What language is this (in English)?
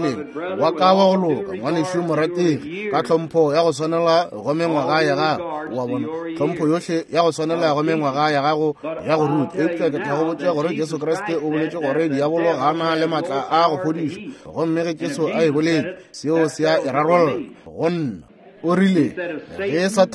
Northern Sotho